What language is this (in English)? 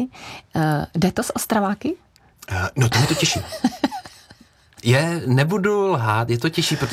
Czech